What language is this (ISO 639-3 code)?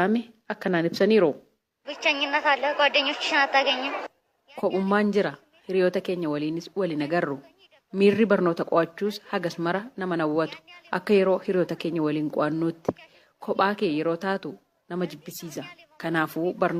orm